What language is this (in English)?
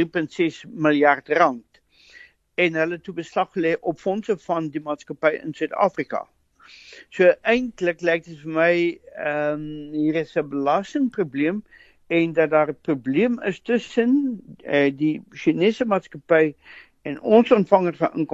Afrikaans